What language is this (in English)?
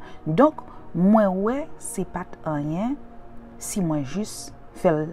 Haitian Creole